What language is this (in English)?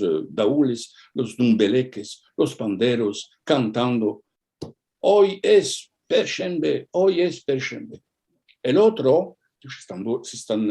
Ladino